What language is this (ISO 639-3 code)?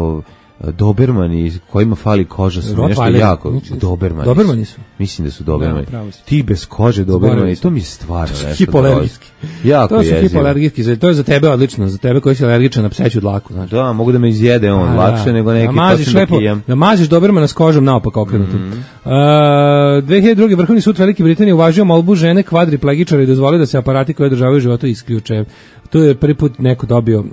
srp